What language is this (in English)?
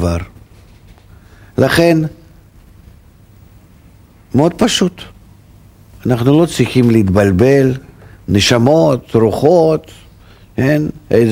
Hebrew